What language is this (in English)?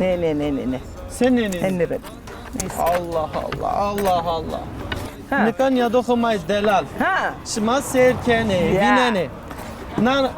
Zaza